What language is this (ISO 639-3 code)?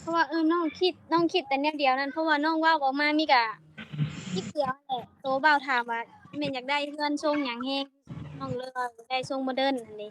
lao